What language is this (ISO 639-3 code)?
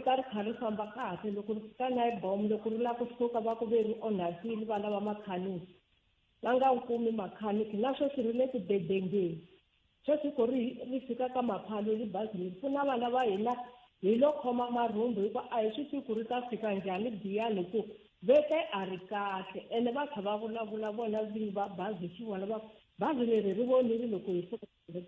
tso